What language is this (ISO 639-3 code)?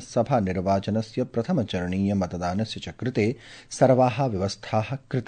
san